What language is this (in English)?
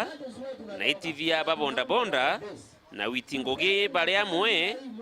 Meru